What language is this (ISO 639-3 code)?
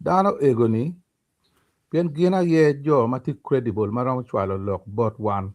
ach